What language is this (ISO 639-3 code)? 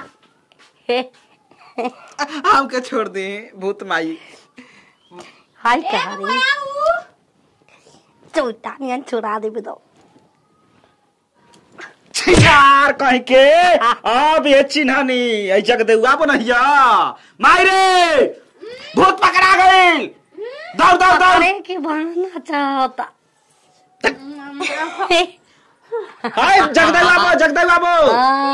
bho